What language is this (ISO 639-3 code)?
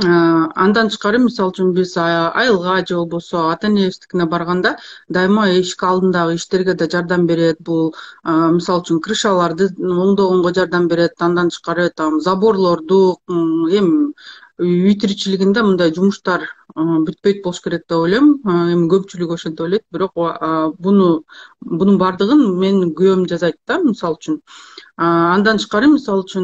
kir